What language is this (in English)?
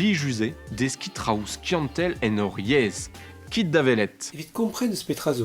Breton